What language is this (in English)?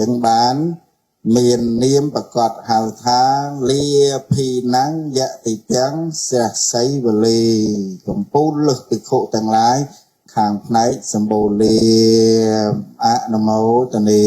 Khmer